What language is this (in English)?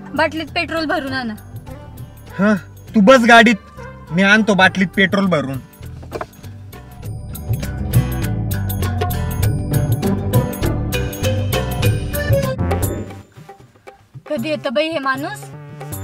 Marathi